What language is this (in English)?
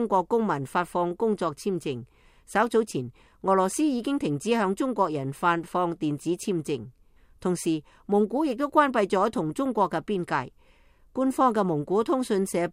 Cantonese